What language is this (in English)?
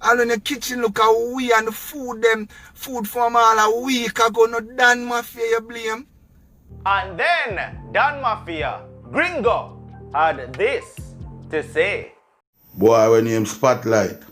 Jamaican Creole English